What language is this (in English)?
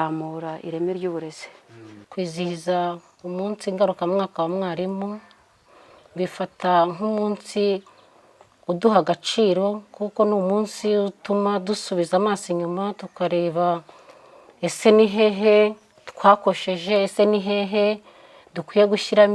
Kinyarwanda